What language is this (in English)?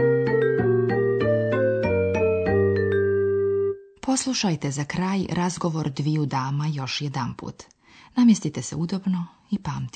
Bosnian